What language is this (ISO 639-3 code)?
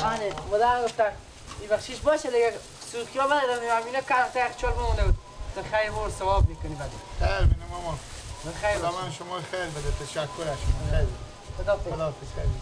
fas